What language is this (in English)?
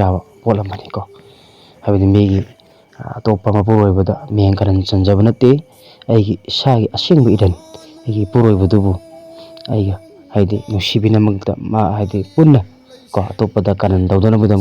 Manipuri